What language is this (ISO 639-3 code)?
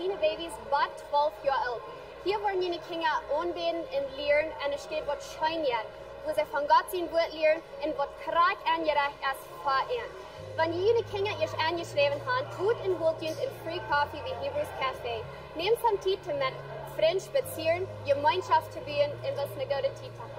pdt